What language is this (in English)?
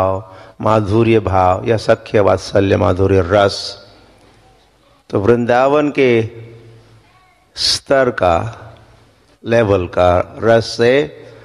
Hindi